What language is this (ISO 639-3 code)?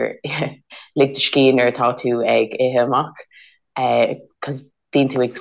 gle